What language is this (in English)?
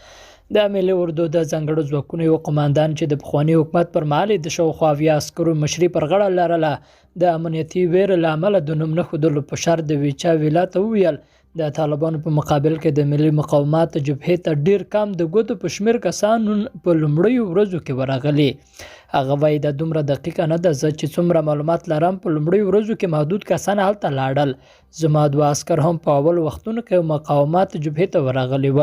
Pashto